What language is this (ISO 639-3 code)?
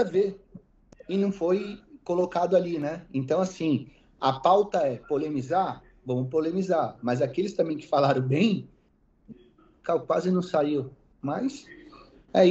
por